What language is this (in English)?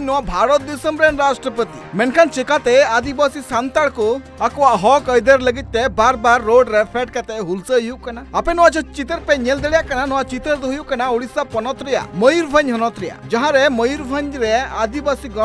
Santali